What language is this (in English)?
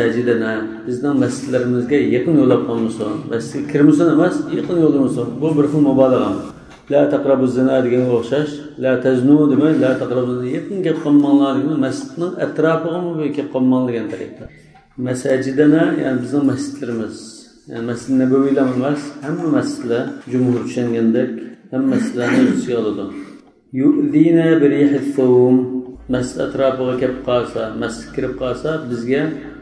Uyghur